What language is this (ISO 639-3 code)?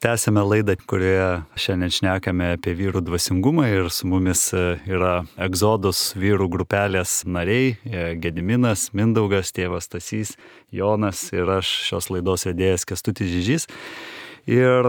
lit